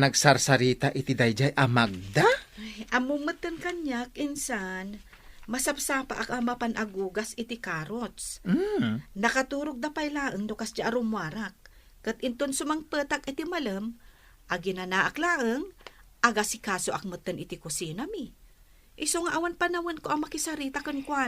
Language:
Iloko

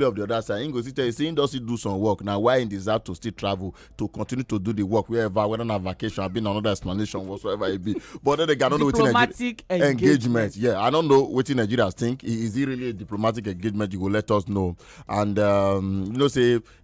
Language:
Nigerian Pidgin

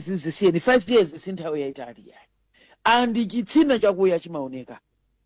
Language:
Nyanja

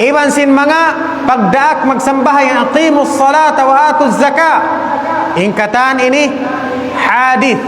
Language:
Tausug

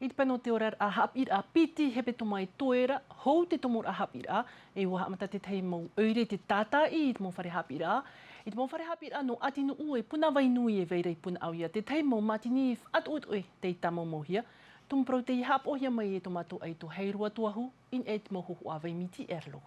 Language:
Tahitian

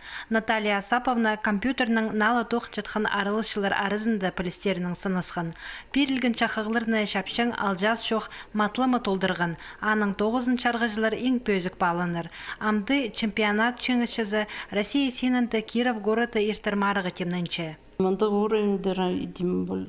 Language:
Khakas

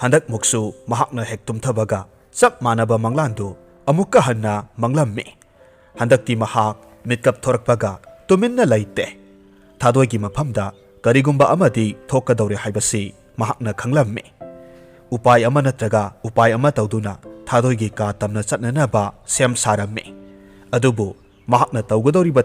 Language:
Manipuri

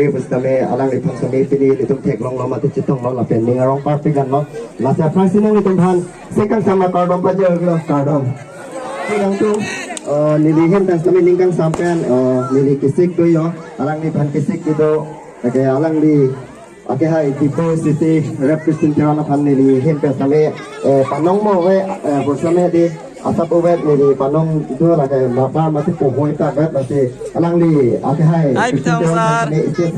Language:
Karbi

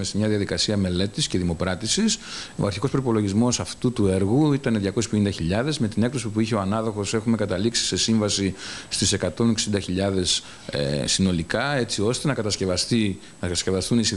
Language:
Greek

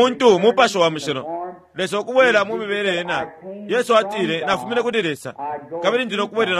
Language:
Bemba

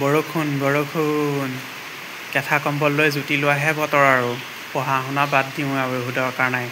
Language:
Assamese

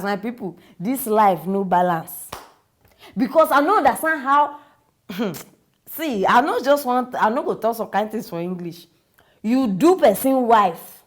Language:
Nigerian Pidgin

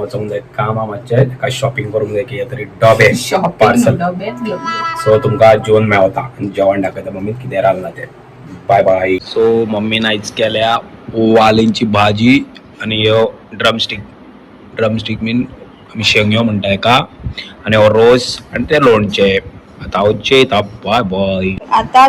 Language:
Konkani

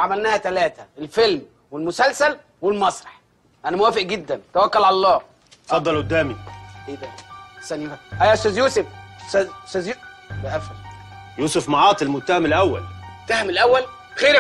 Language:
Egyptian Arabic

